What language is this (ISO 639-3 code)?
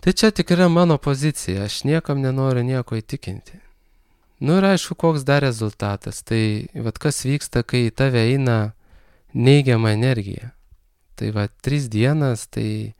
lit